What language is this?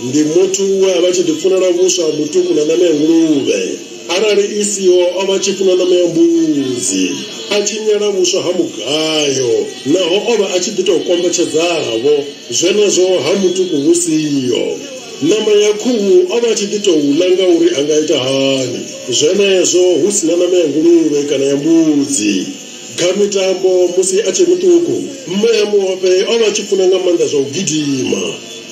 Venda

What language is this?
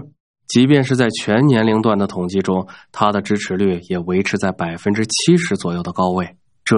Chinese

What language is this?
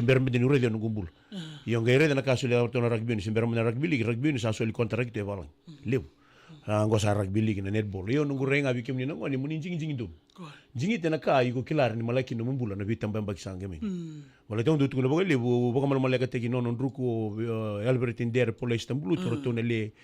Fijian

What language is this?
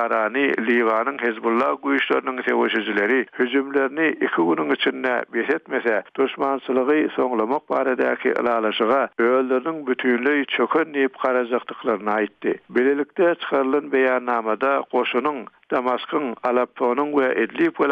Turkmen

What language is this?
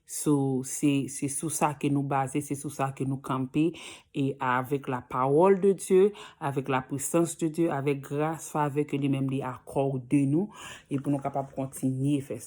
Haitian Creole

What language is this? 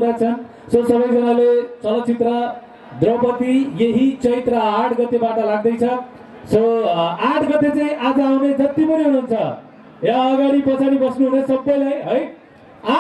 Nepali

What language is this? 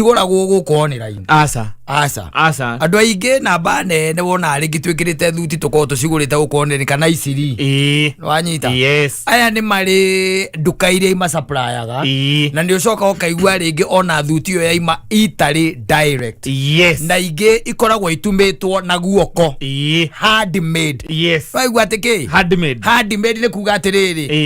Kikuyu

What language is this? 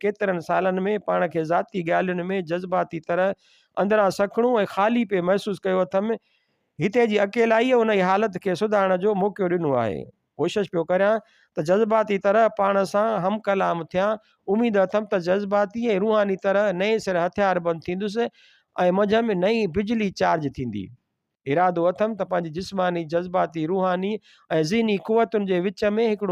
Sindhi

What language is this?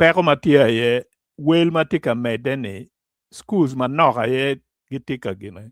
Acoli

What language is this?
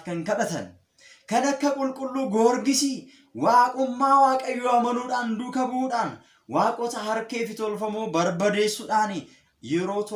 Oromo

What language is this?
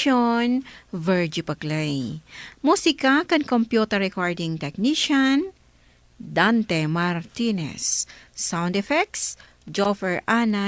Iloko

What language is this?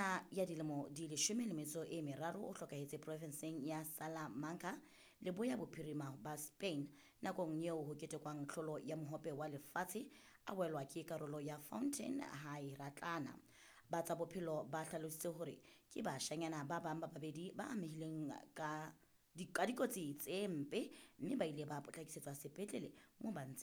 Southern Sotho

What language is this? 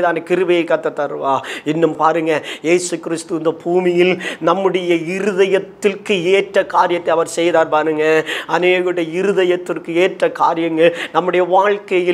Tamil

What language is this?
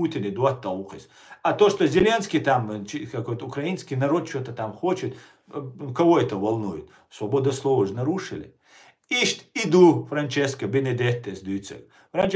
Chechen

